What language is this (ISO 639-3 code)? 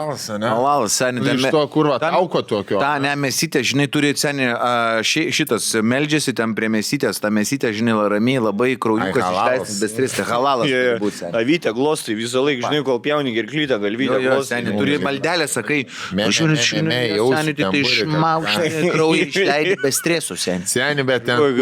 lit